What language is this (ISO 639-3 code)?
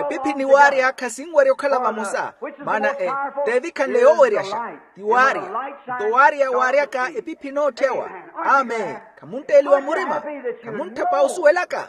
vmw